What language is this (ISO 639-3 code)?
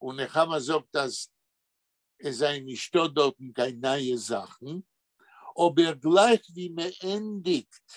yid